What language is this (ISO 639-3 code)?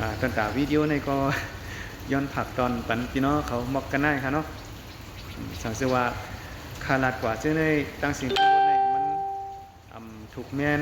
shn